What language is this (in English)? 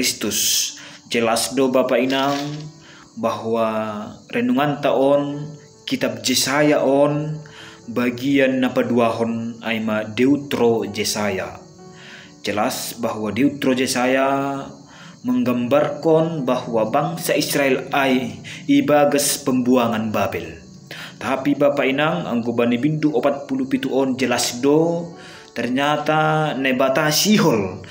Batak Simalungun